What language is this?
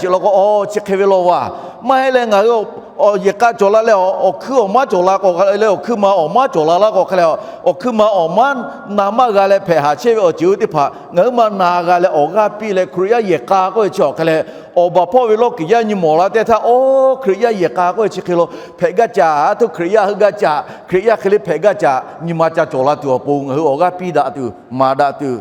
Lahu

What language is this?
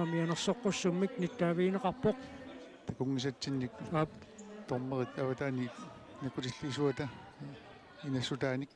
Kalaallisut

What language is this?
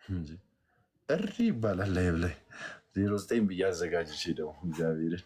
Amharic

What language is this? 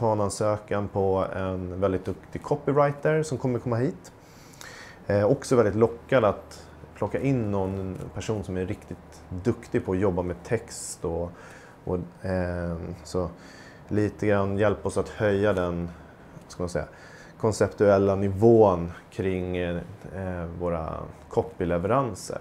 Swedish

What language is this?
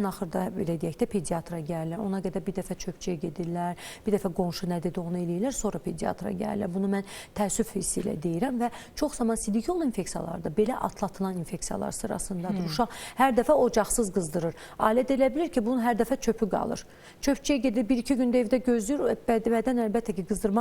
Azerbaijani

